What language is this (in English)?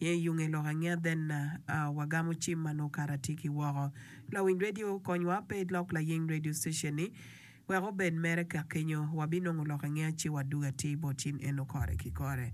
Acoli